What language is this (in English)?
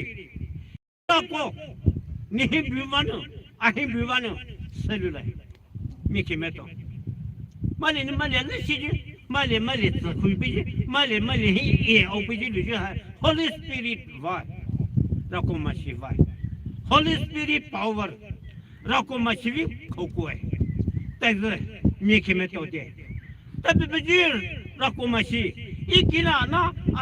Poumei Naga